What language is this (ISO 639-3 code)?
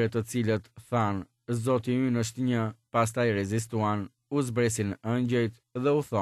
sqi